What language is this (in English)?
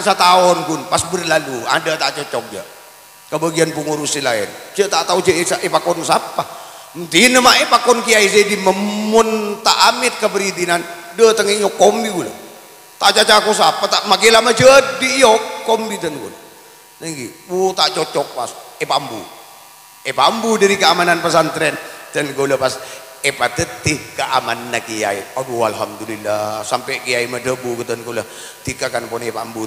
Madurese